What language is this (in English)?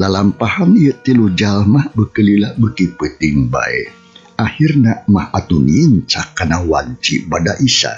Sundanese